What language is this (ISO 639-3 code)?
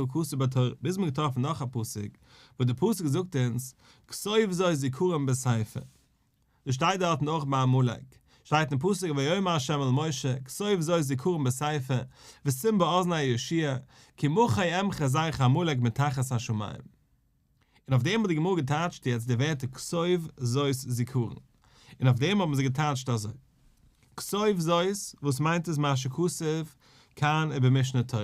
yid